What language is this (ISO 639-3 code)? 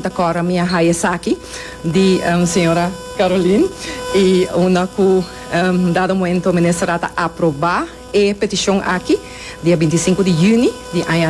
pap